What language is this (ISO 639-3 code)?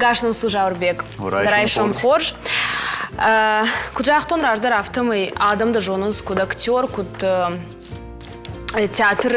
oss